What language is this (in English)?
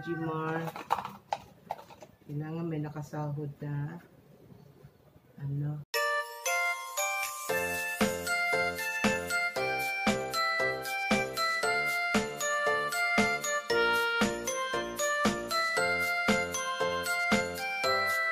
Filipino